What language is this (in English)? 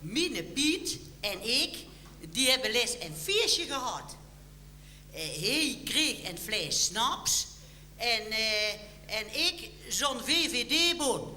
Limburgish